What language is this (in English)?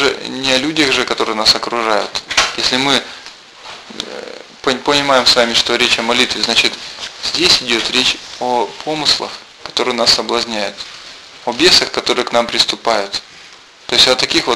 Russian